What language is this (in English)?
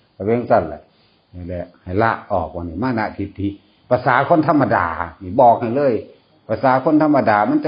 Northeastern Thai